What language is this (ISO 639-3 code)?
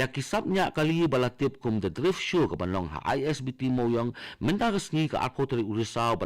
kha